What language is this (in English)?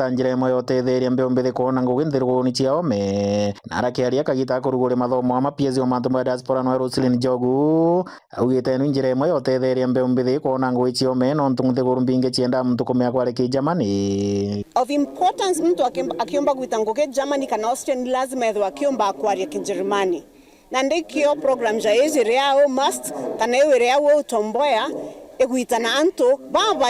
Meru